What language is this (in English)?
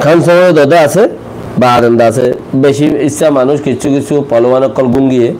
Rohingya